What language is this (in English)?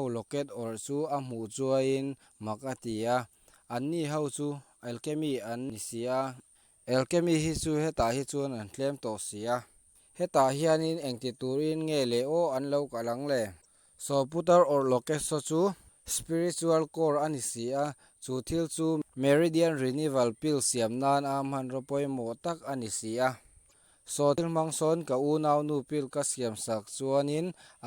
Mizo